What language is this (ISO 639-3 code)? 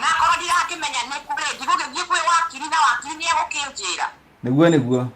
kik